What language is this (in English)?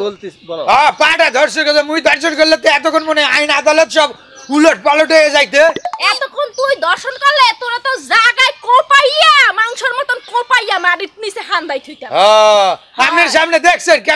Bangla